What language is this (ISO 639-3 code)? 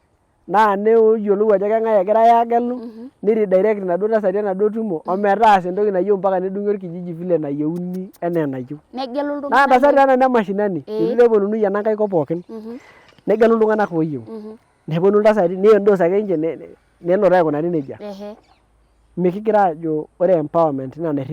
mas